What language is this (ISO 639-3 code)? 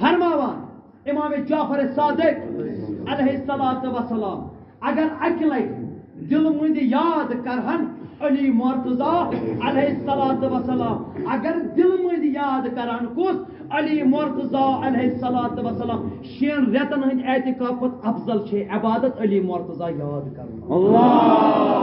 kas